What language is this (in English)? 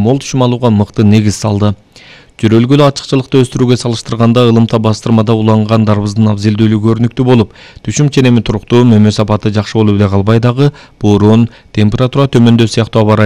Kyrgyz